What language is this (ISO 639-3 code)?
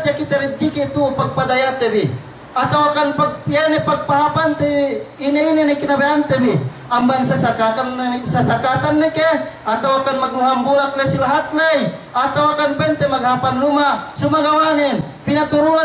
yka